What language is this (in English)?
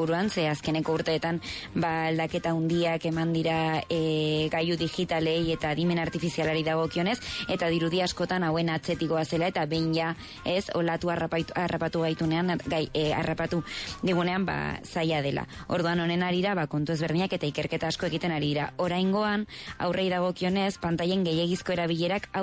Basque